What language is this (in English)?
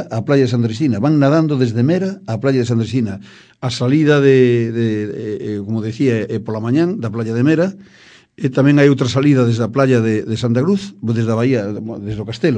Galician